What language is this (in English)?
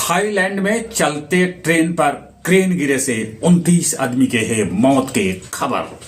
Magahi